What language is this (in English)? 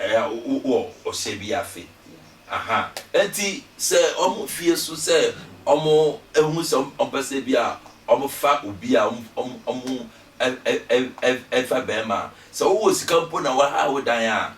Akan